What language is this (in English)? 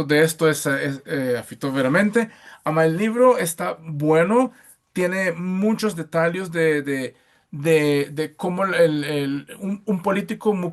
Ladino